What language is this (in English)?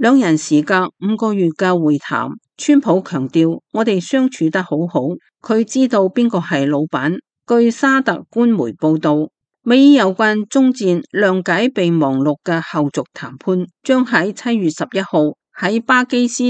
Cantonese